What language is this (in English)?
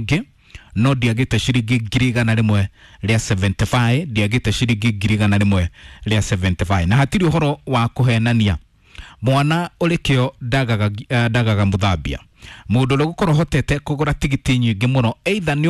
Kikuyu